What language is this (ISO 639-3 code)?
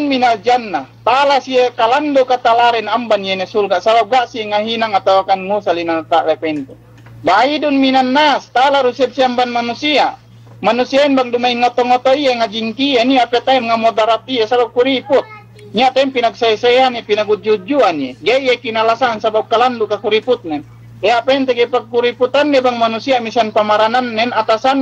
yka